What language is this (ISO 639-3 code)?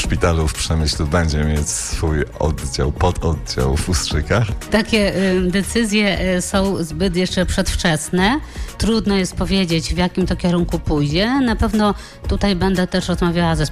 pol